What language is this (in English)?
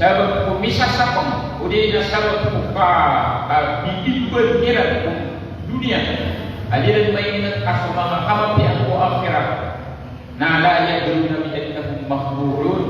Maranao